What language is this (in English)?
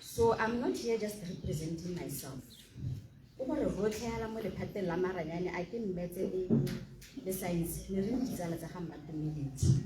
Tswana